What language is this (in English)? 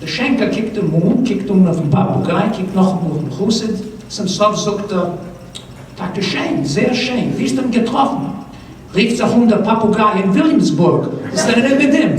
Yiddish